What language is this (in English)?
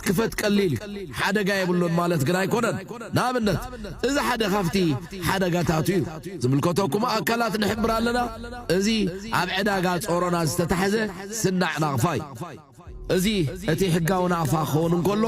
Tigrinya